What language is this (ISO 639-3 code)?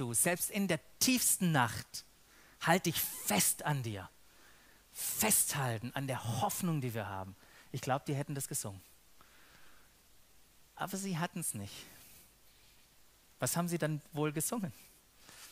deu